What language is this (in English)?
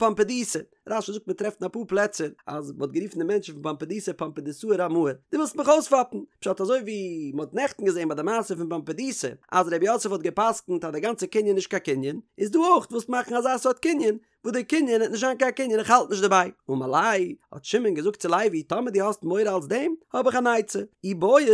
Yiddish